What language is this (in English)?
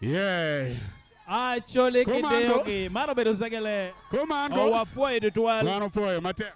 Acoli